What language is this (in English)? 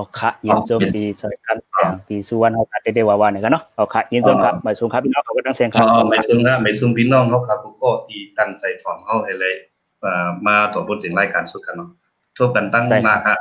Shan